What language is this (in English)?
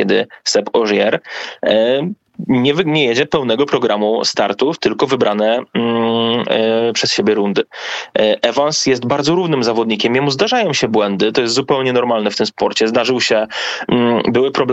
Polish